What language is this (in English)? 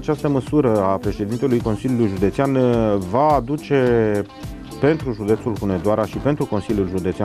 Romanian